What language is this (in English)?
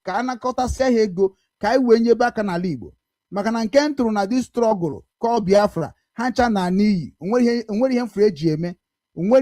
Igbo